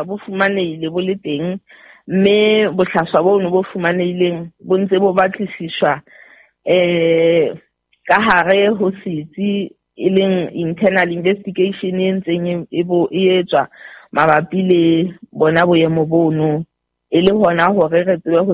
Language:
Southern Sotho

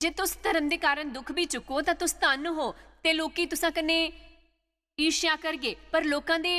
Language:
Dogri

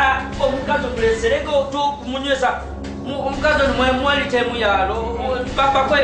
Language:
Nyoro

